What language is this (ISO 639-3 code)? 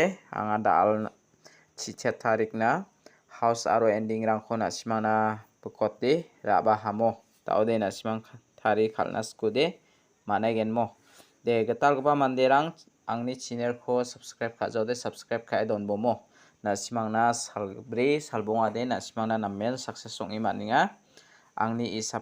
grt